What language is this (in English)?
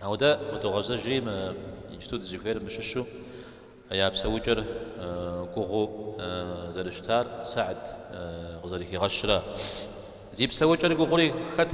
Kabardian